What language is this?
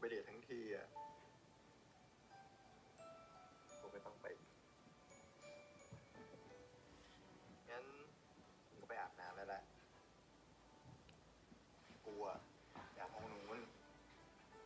Thai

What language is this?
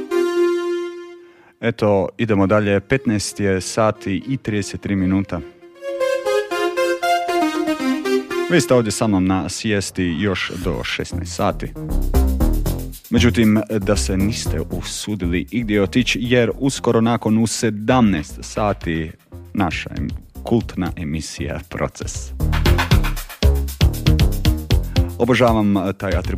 Croatian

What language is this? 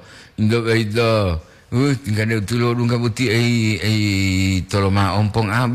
Gorontalo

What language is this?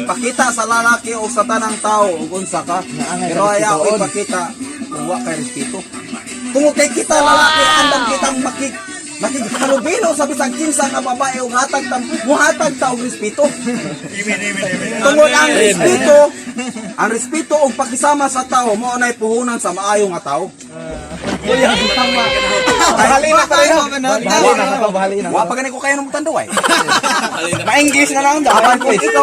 Cebuano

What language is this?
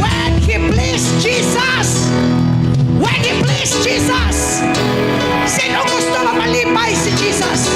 Hiligaynon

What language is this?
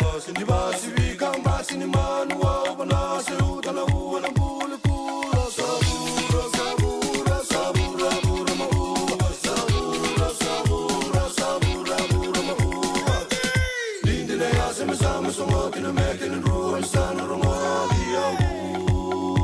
Fijian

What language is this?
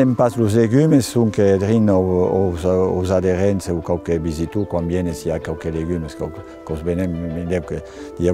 Occitan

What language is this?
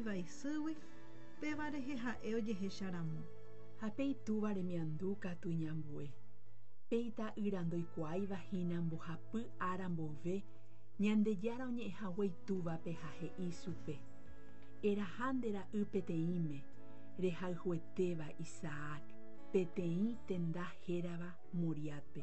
Guarani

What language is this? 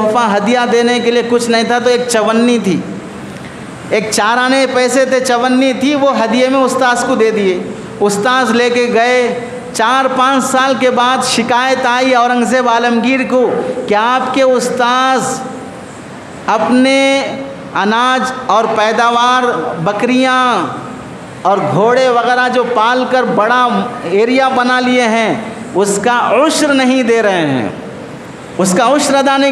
Urdu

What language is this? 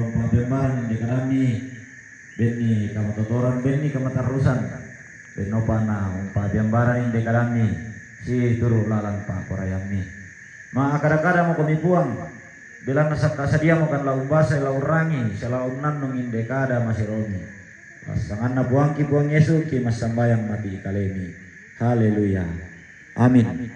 Toraja-Sa'dan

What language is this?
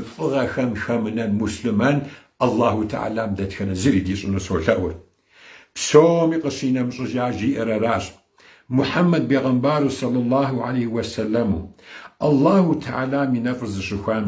Kabardian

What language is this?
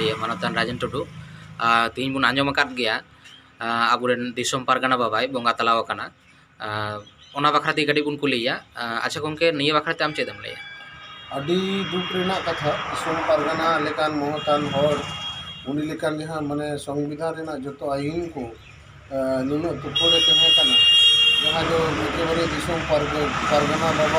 Santali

